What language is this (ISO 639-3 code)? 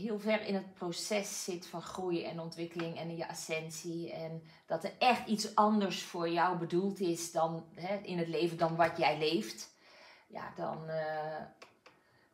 nld